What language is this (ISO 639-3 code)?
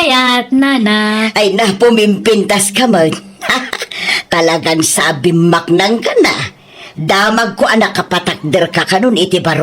ilo